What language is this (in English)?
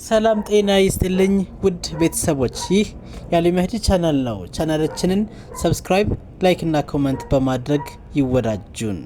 Amharic